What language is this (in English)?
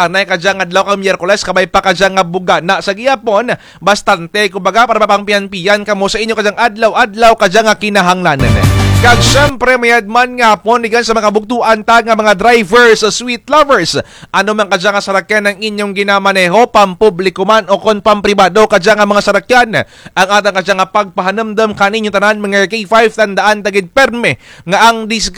Kinaray-a